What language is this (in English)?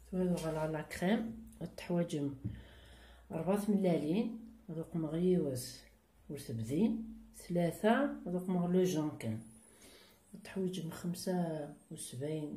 Kabyle